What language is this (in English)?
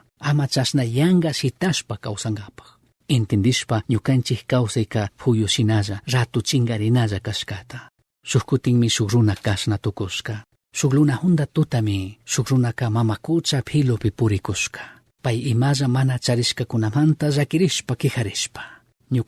Chimborazo Highland Quichua